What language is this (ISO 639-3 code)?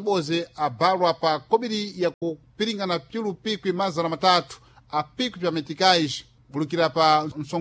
seh